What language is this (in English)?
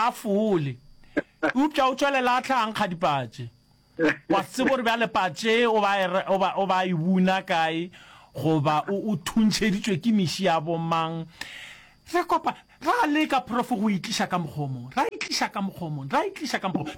Northern Sotho